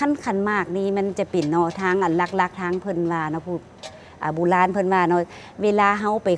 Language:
Lao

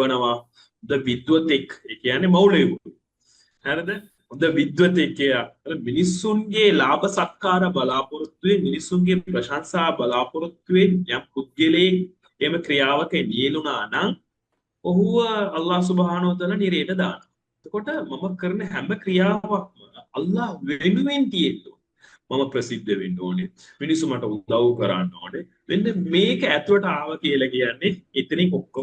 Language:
Sinhala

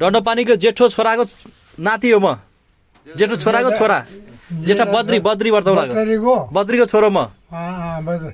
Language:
Nepali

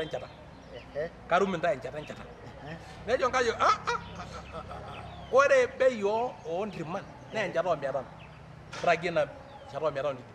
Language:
Masai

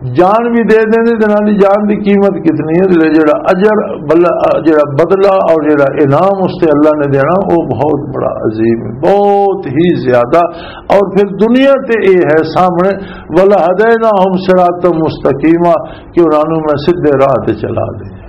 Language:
Western Panjabi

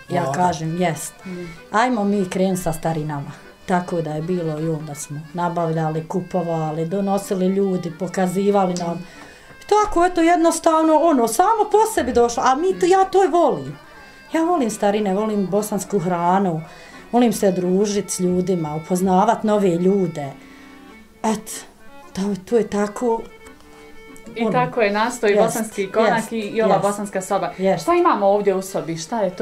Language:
Bosnian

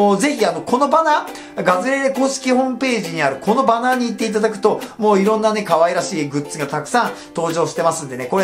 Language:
Japanese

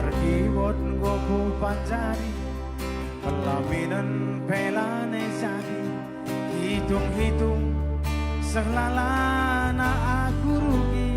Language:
Batak Karo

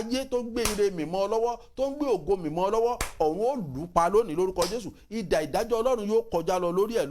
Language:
Yoruba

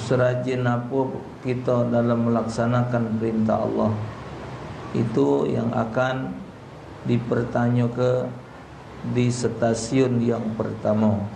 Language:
Musi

